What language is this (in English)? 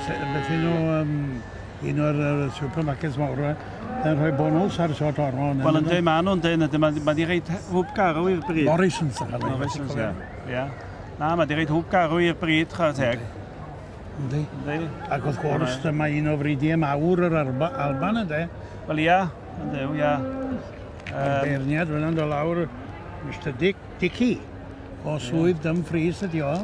Welsh